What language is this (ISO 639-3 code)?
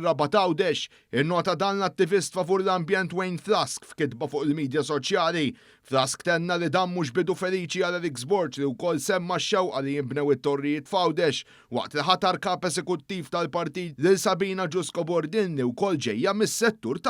mlt